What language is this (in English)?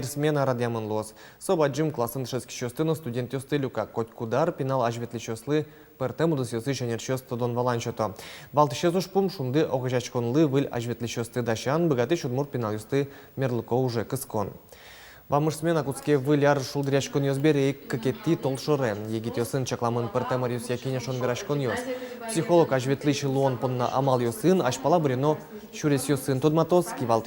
Udmurt